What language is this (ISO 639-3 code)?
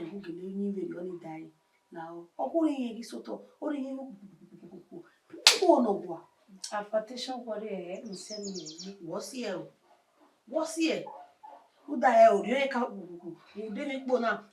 bin